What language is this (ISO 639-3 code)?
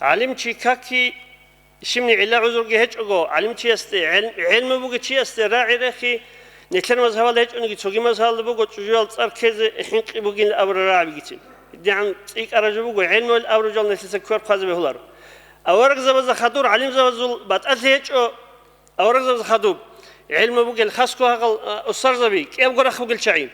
ava